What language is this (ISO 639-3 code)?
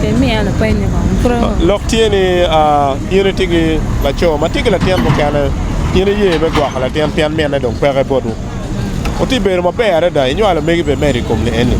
ach